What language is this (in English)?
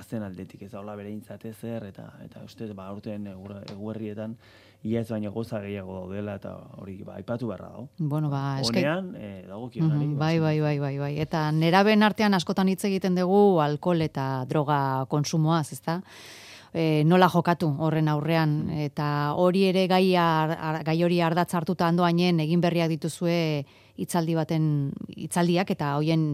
Basque